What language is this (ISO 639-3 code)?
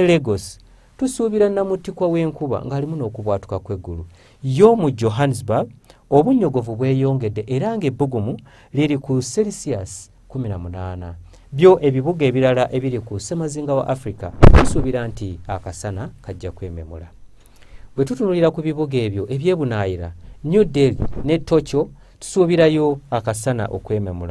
lug